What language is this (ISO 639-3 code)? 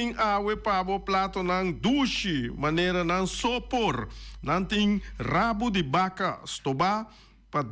pap